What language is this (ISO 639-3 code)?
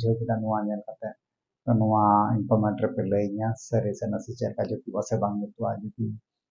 sat